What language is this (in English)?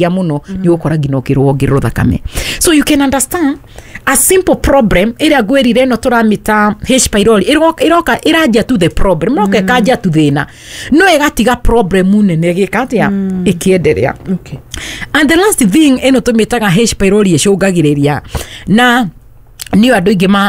Kikuyu